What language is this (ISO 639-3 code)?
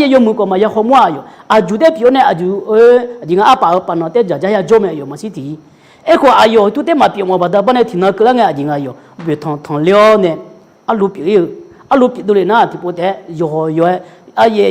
ahk